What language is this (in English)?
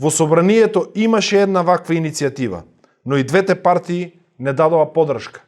Macedonian